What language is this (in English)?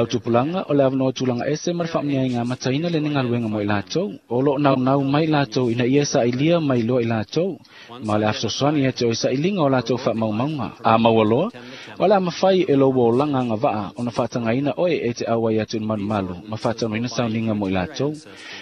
Samoan